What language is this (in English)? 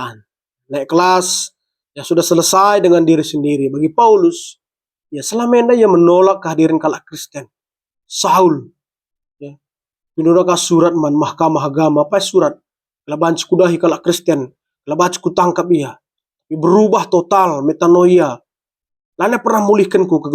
Batak Karo